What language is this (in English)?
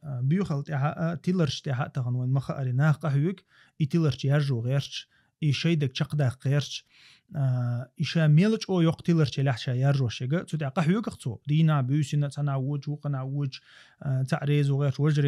Chechen